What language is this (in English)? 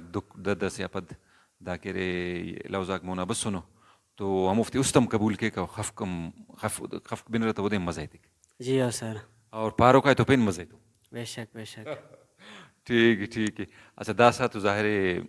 Brahui